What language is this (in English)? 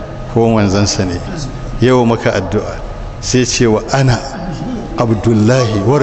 Hausa